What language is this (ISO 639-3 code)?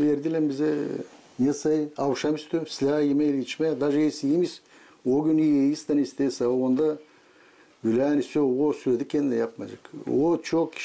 gag